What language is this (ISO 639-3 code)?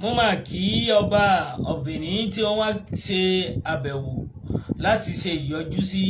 yor